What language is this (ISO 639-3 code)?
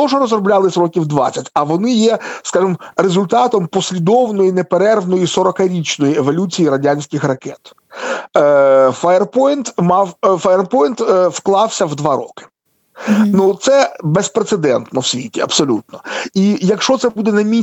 ukr